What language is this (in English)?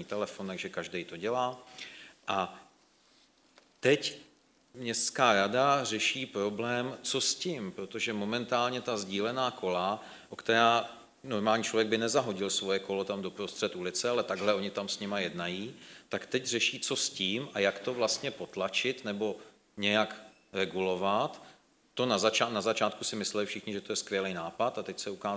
Czech